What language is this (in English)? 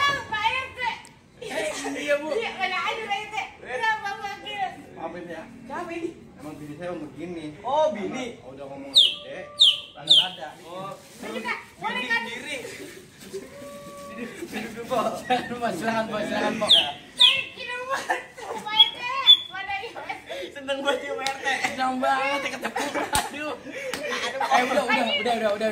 Betawi